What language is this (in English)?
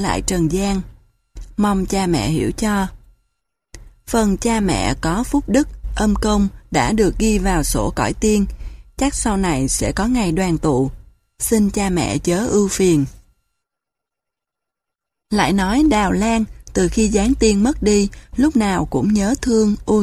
Vietnamese